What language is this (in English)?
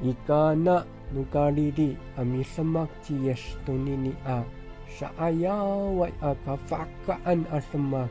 Amis